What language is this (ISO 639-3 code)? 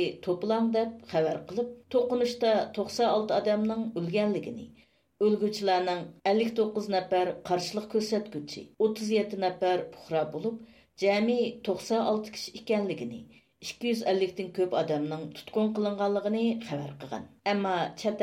uig